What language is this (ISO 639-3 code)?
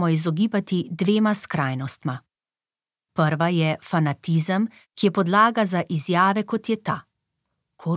slv